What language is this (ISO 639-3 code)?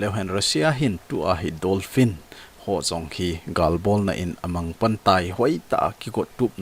tcz